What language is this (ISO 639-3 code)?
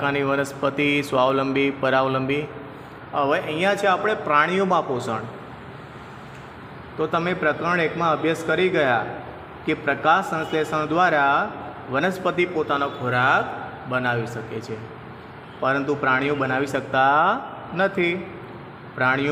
guj